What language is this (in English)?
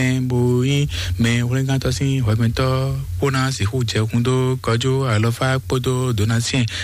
Fon